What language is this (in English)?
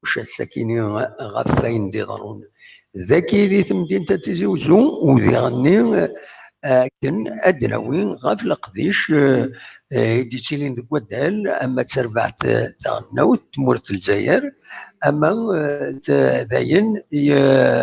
Kabyle